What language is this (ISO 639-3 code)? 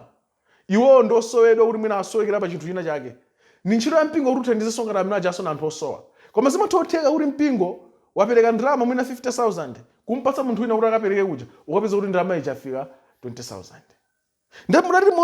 nya